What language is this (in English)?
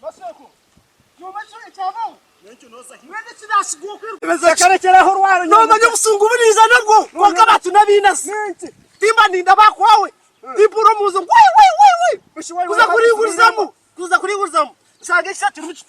Nyankole